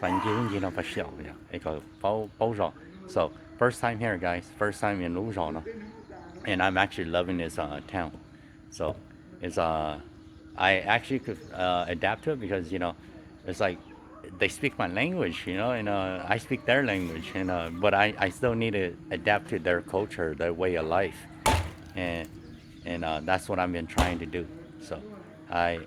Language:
Hmong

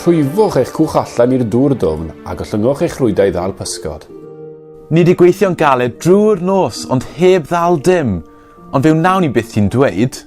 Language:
Welsh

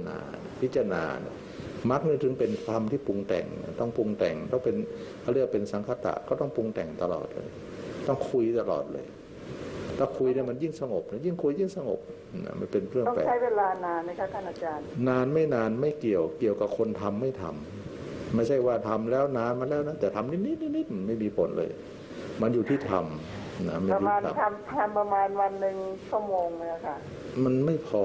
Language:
Thai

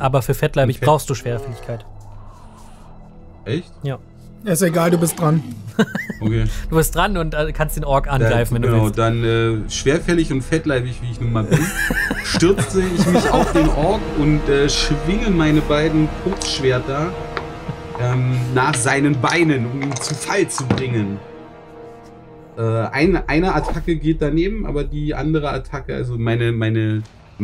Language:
German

